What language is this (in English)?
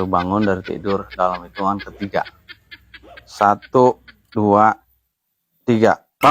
Betawi